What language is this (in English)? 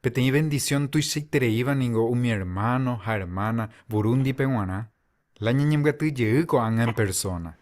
Guarani